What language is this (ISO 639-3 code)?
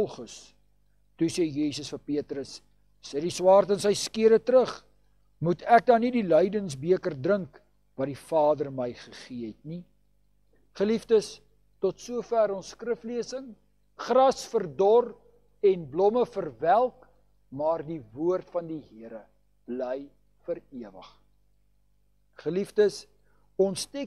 afr